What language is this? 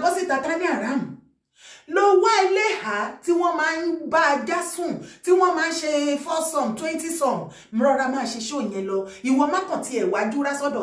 Yoruba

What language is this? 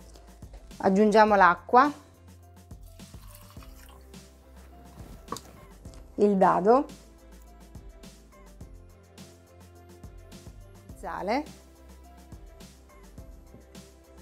Italian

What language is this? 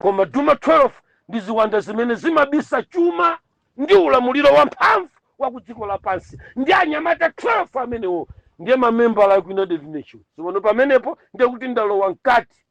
Nyanja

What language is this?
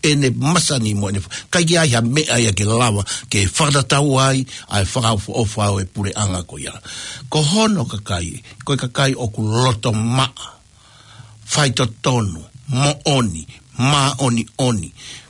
Tongan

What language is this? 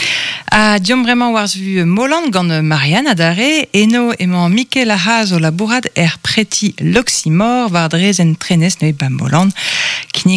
Breton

